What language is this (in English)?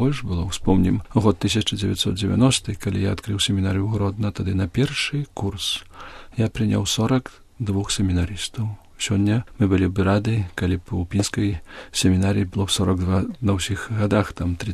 Belarusian